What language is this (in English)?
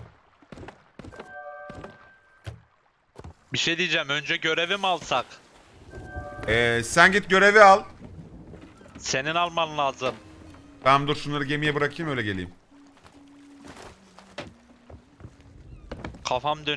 Turkish